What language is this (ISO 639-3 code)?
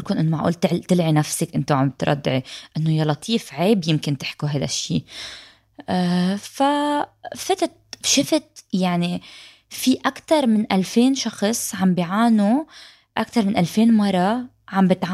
apc